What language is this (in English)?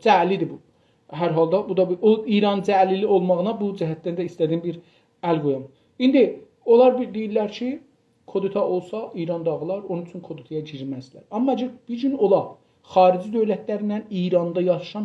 South Azerbaijani